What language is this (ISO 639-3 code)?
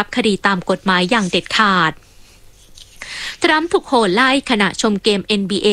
tha